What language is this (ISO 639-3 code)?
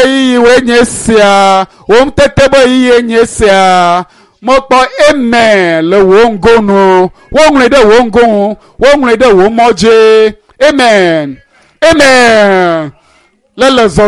ewe